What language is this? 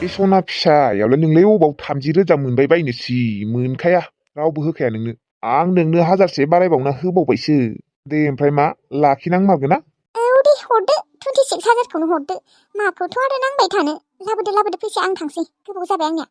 Bodo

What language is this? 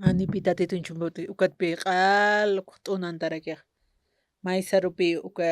Aymara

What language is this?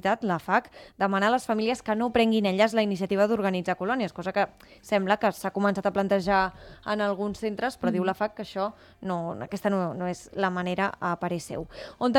Catalan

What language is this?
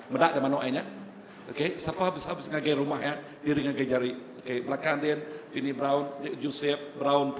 Iban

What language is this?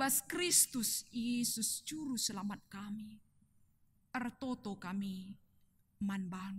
Batak Karo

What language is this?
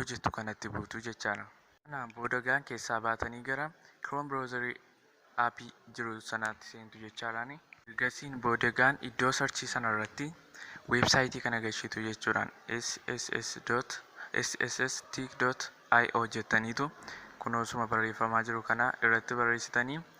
Oromo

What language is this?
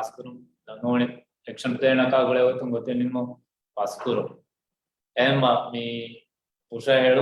Divehi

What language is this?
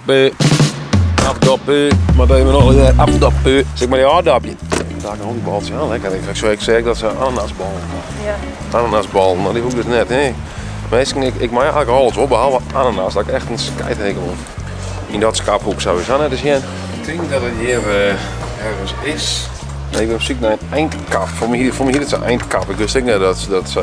Western Frisian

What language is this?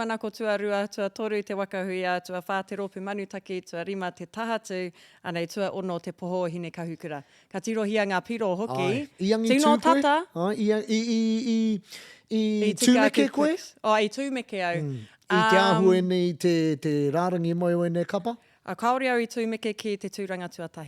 Māori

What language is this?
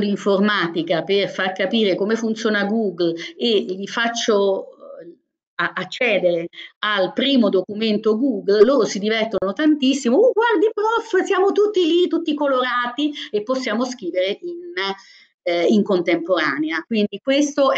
Italian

